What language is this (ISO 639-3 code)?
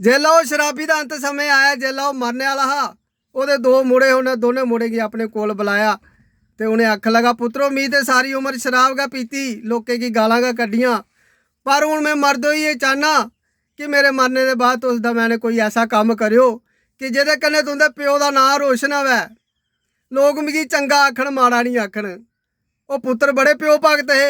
doi